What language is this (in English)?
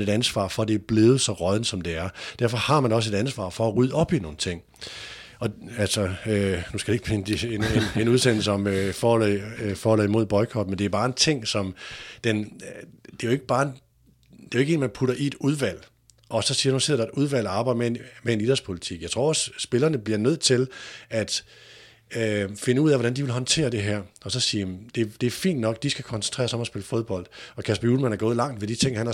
Danish